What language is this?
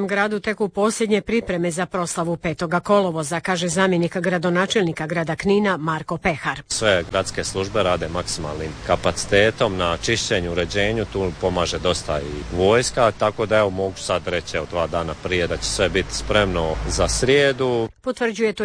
Croatian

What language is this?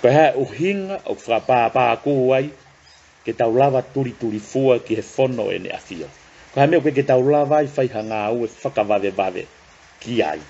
Tongan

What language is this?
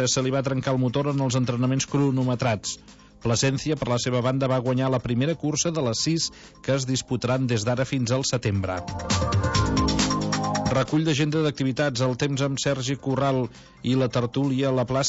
Catalan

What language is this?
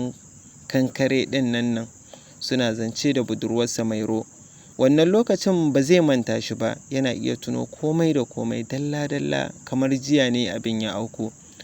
Hausa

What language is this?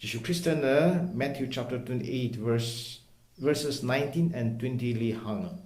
Tangkhul Naga (India)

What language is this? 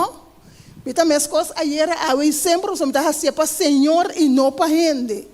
Papiamento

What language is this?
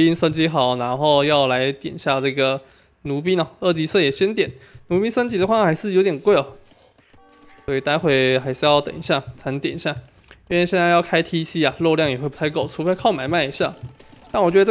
Chinese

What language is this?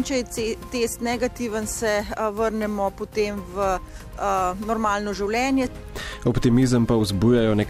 Slovenian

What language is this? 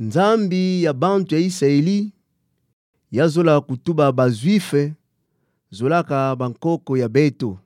Kituba (Democratic Republic of Congo)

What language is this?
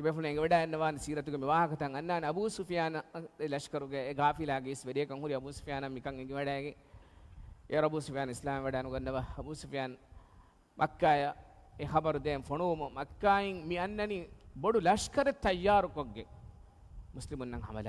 Divehi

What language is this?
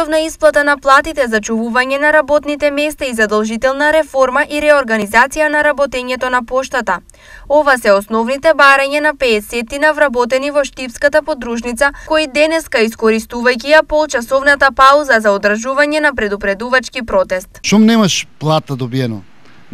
Macedonian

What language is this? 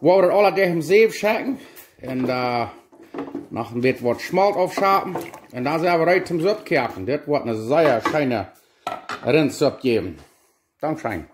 Plautdietsch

